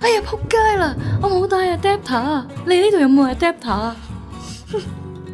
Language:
Cantonese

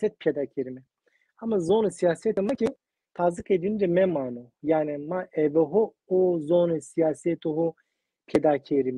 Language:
Zaza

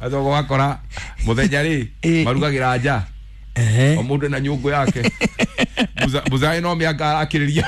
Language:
Kikuyu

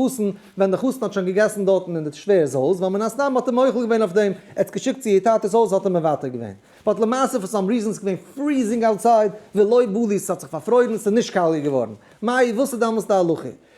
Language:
Yiddish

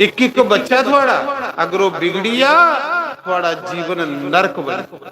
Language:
Dogri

